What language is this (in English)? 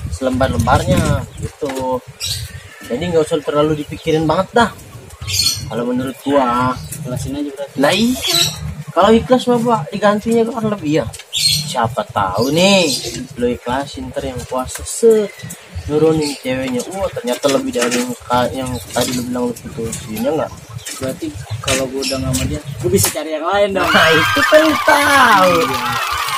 Betawi